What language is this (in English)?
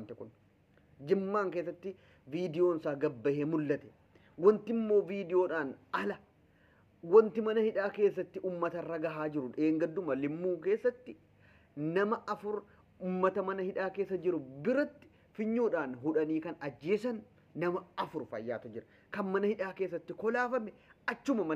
Oromo